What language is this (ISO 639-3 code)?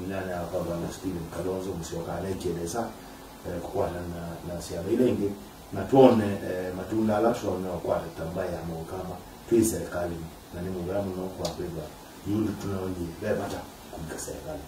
kam